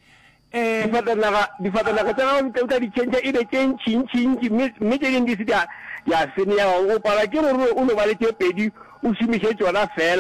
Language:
Northern Sotho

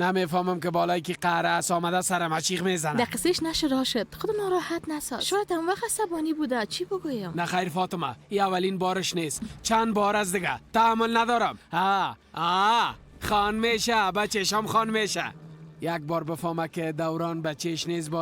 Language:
Persian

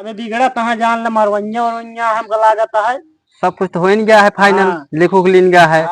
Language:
Awadhi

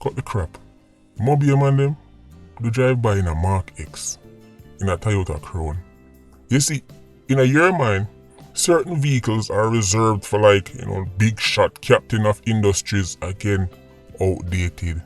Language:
Jamaican Creole English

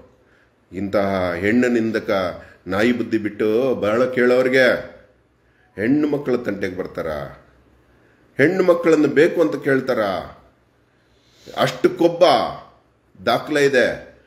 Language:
Kannada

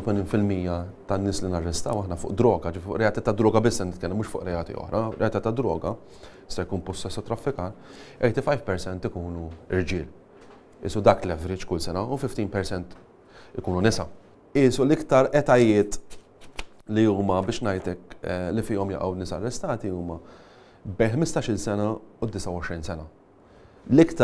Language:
Maltese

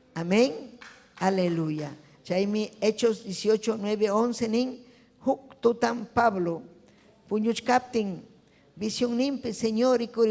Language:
Ayacucho Quechua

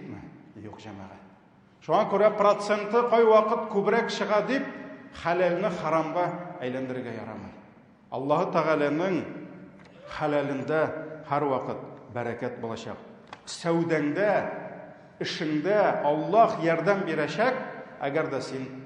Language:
Tatar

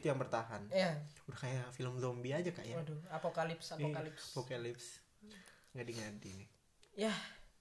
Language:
Indonesian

